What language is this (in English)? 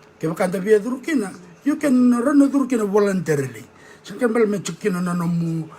Fijian